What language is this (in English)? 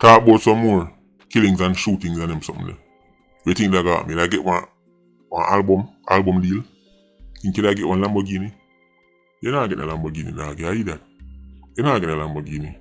Jamaican Creole English